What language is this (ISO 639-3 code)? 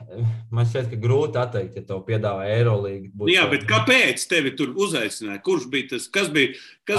lav